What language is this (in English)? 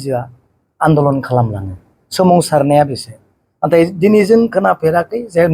Bodo